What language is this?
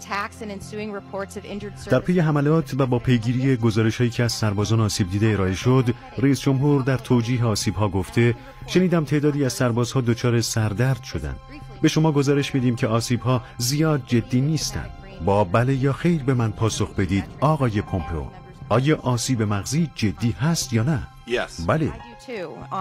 Persian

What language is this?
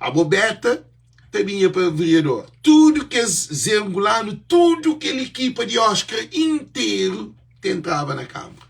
Kabuverdianu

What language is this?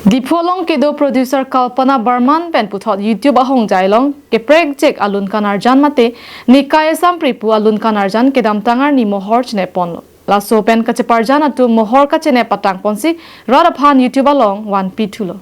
Karbi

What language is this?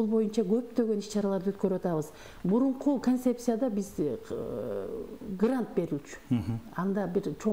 Kyrgyz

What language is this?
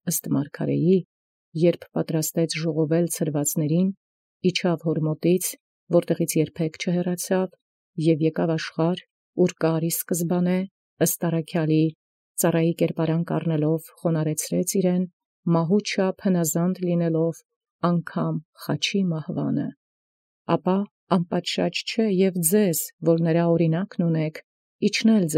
Armenian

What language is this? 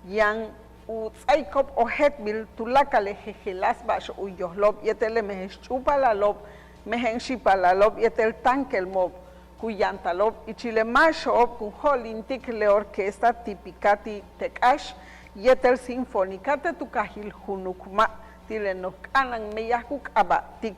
Yucateco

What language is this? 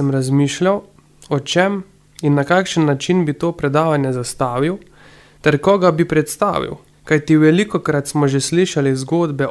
Slovenian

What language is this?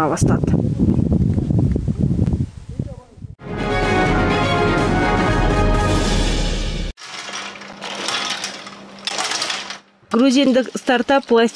Kazakh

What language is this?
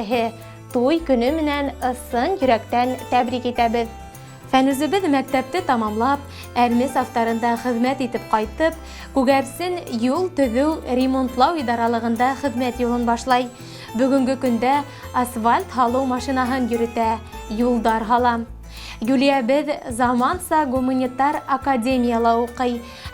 Bashkir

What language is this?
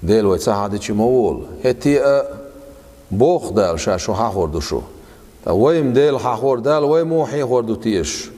Chechen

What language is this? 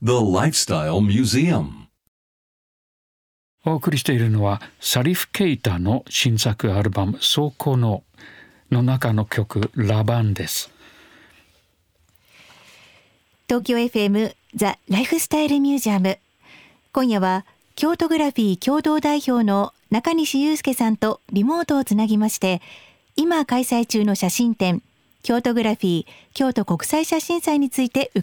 Japanese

